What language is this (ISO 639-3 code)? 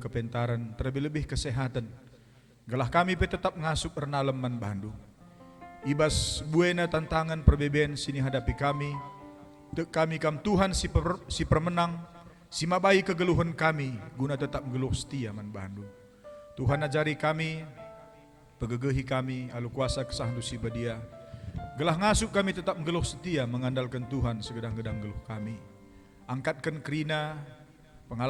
btx